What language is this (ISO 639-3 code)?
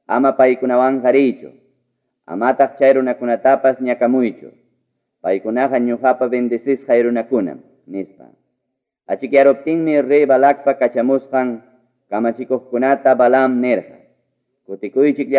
quy